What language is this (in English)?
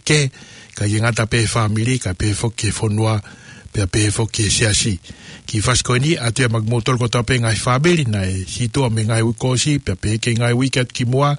Tongan